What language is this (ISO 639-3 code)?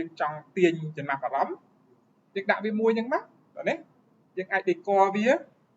khm